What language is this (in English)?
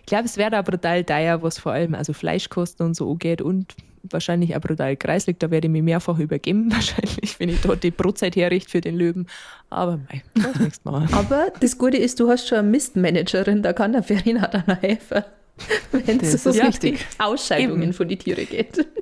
Bavarian